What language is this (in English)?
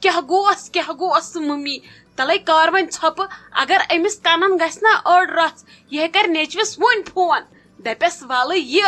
Kashmiri